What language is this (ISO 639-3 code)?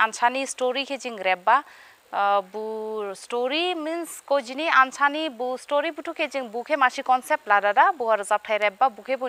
dis